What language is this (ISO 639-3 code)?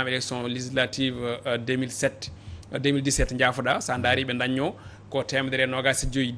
ful